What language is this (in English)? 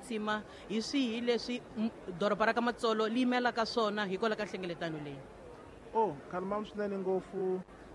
Tsonga